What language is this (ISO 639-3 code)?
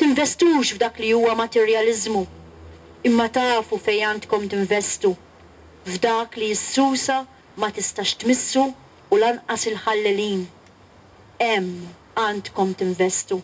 mlt